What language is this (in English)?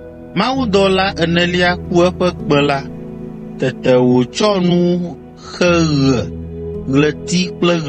Ewe